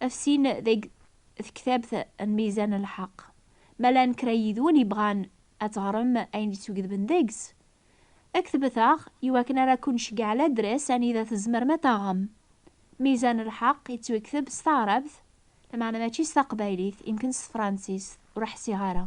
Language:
Kabyle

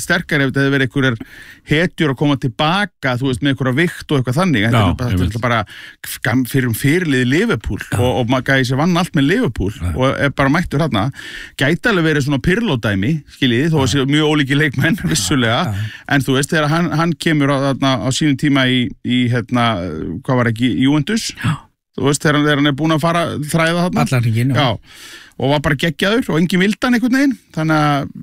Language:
Icelandic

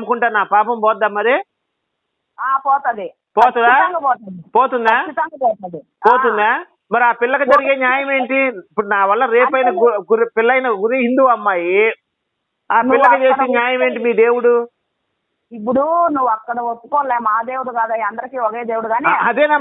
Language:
Telugu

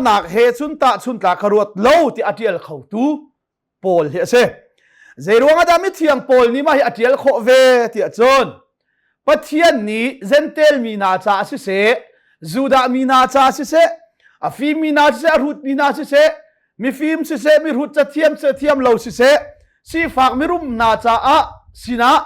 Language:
Hakha Chin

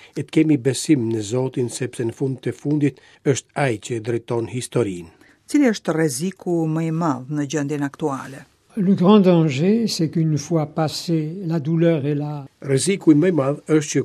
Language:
Albanian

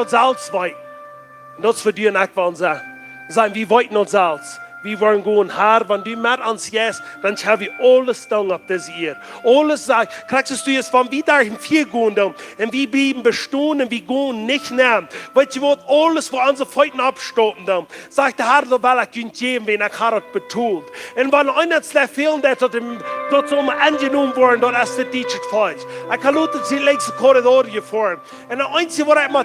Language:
Plautdietsch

